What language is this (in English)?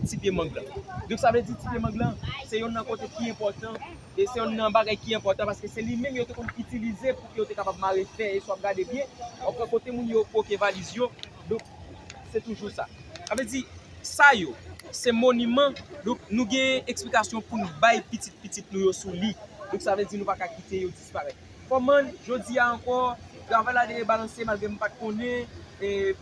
Haitian Creole